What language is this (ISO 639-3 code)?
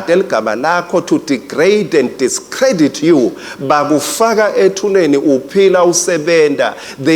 ssw